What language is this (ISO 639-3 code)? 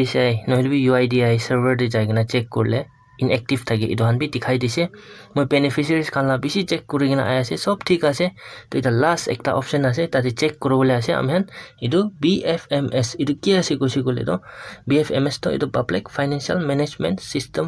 nag